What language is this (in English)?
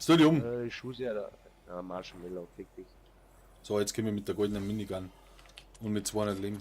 Bavarian